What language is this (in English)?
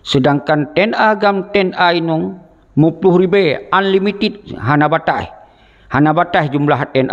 Achinese